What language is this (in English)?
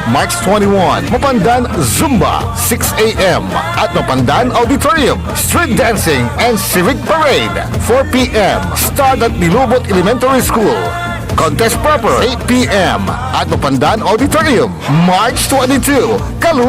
Pangasinan